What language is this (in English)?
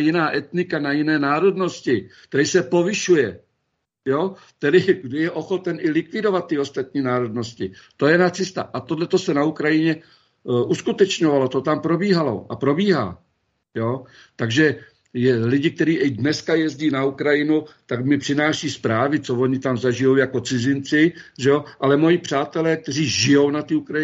Czech